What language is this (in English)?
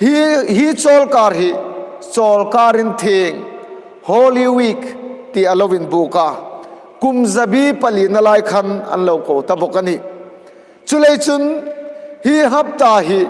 Hmar